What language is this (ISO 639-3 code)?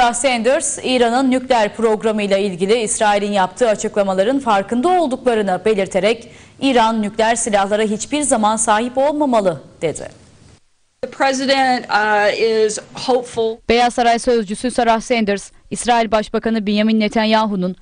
tur